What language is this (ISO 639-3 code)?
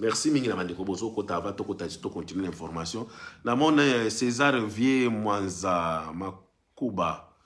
lin